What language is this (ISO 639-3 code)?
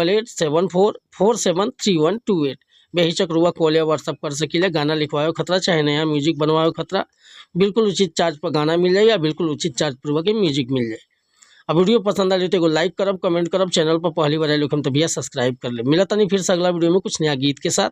bho